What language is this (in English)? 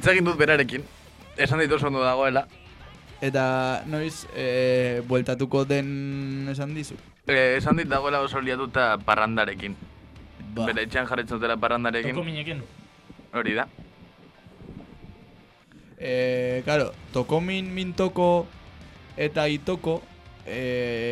Basque